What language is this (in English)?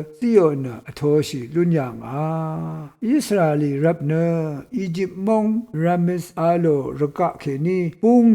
Rawang